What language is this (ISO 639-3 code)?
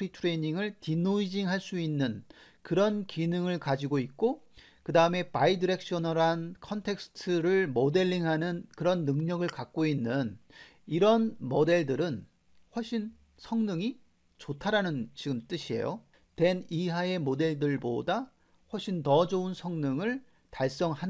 kor